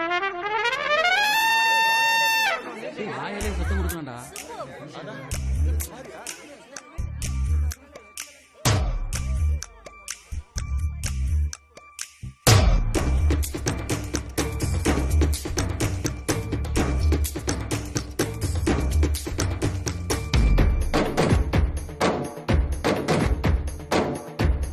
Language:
Tamil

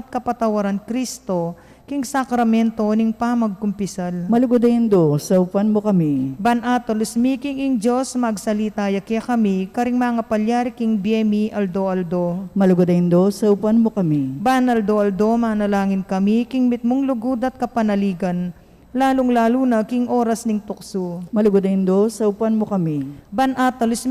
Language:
Pampanga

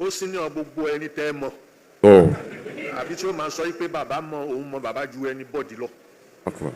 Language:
Yoruba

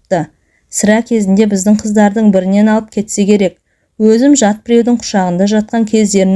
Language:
Kazakh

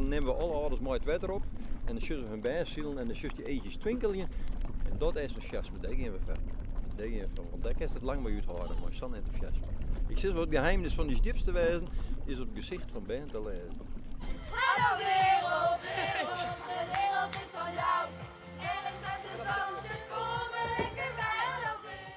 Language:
Western Frisian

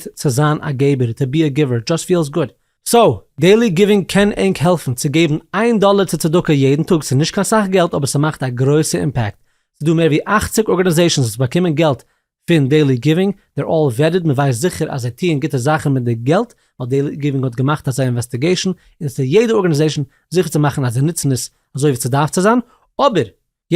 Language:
Yiddish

